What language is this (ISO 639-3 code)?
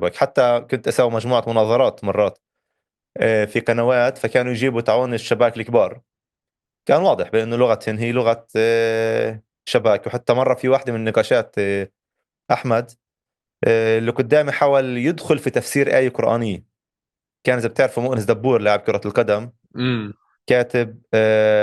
apc